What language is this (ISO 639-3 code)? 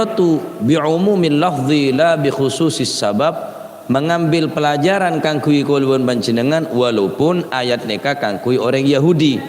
mad